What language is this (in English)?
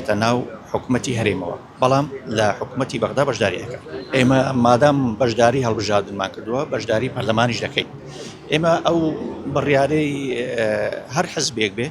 Central Kurdish